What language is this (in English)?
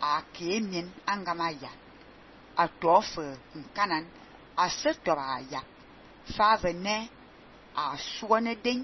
Fang